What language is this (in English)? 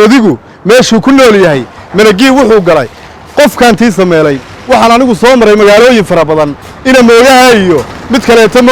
Somali